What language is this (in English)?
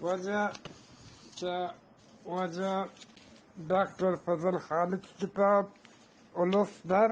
Eastern Balochi